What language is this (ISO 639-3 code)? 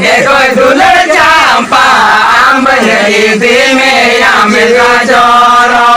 sat